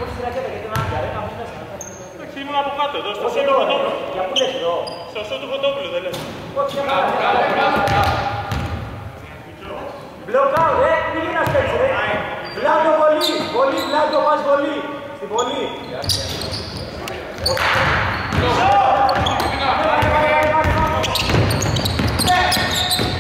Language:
Greek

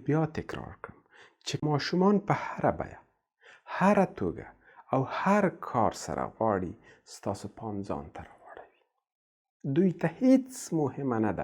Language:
Pashto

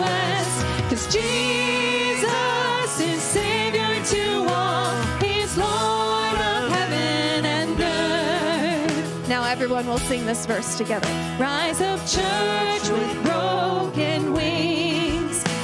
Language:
English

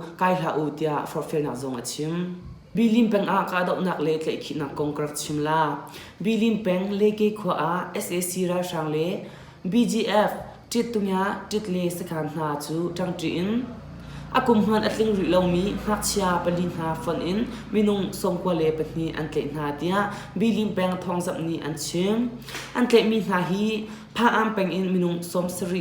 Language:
Hakha Chin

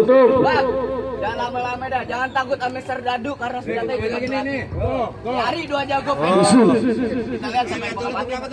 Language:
Betawi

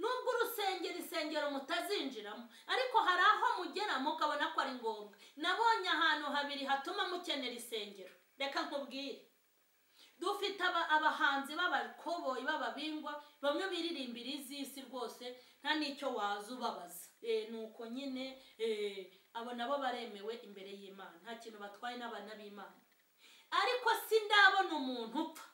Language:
Kinyarwanda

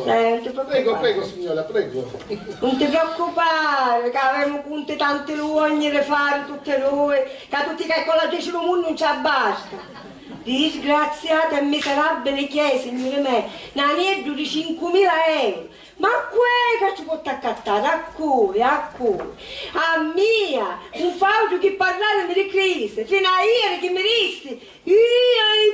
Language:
Sicilian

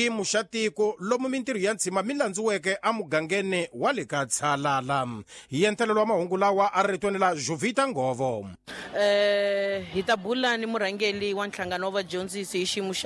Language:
Tsonga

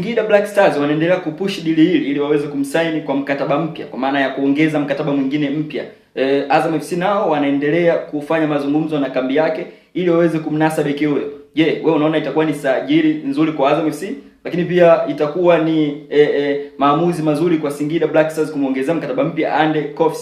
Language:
Swahili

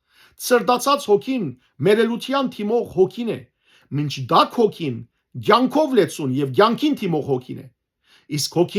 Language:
Western Armenian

